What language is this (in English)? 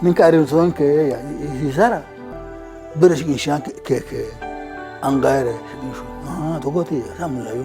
Sidamo